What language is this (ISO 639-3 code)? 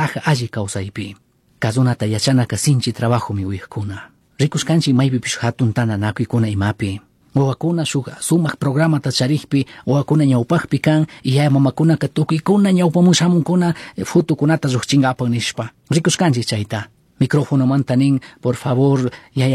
qug